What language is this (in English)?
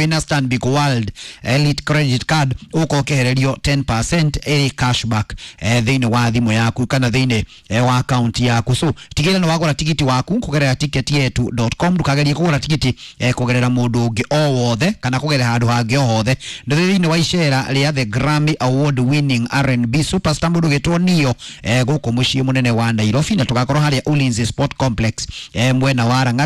Kikuyu